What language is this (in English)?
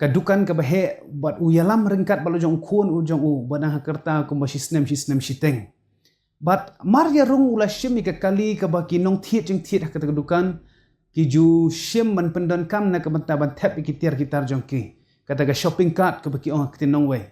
Khasi